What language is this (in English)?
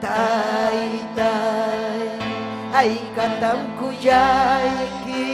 Ayacucho Quechua